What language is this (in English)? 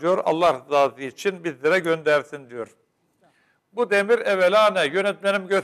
Turkish